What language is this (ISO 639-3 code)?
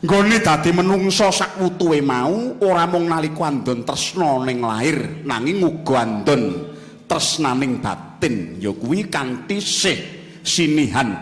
jav